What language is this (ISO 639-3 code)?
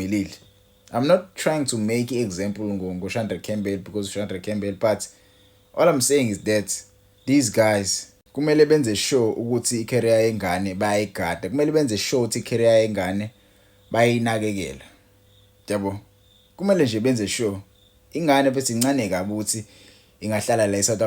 zul